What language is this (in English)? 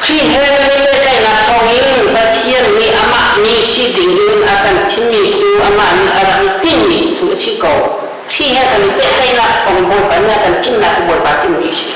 Hakha Chin